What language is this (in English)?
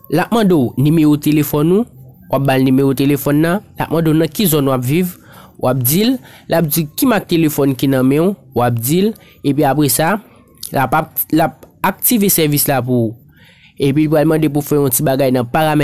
Haitian Creole